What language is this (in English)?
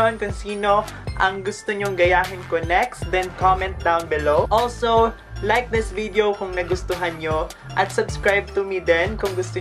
Filipino